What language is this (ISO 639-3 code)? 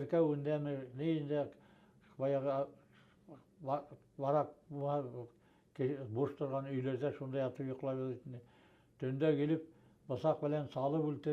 bak